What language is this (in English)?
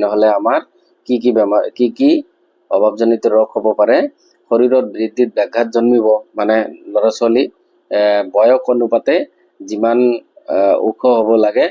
Assamese